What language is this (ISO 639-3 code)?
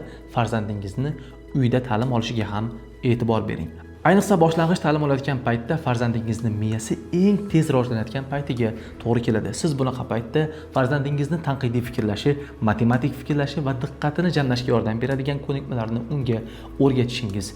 uzb